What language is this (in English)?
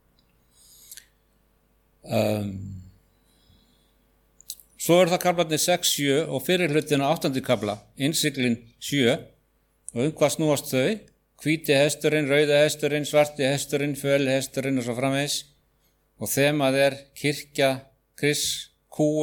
Icelandic